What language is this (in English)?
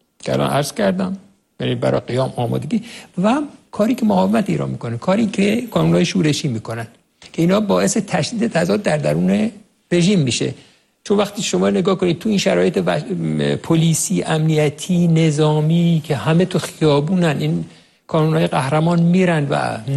Persian